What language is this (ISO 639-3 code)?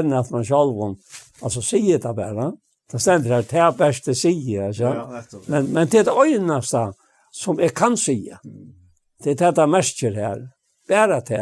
fao